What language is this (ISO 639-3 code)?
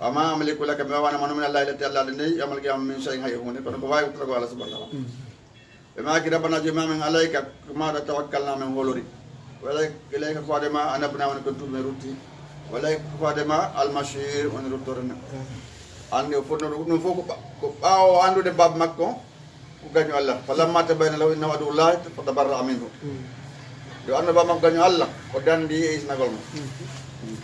ful